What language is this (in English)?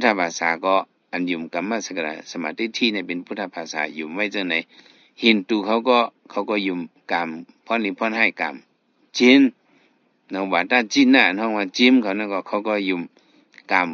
Shan